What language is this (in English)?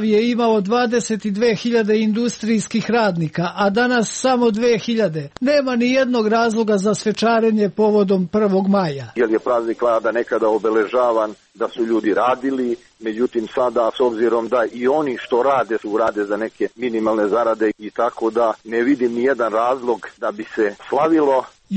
Serbian